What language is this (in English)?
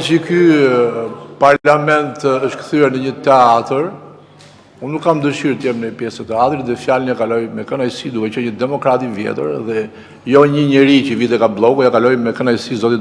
Albanian